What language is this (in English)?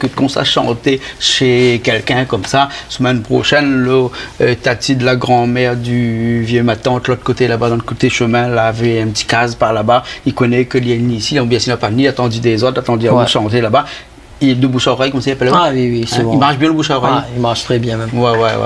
Réunion Creole French